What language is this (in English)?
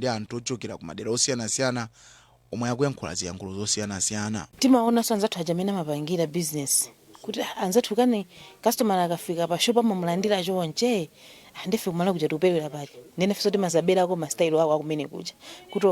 Nyanja